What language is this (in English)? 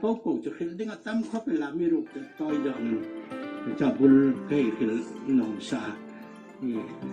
Hmar